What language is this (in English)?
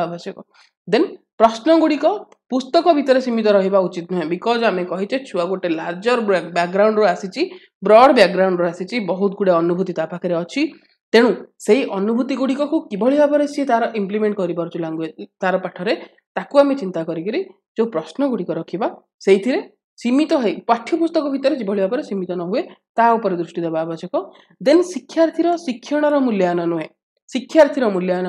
Odia